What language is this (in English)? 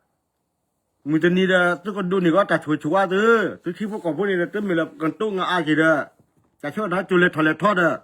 S'gaw Karen